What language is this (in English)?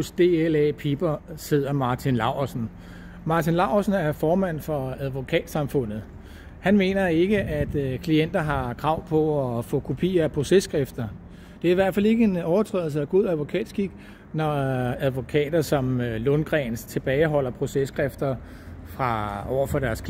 Danish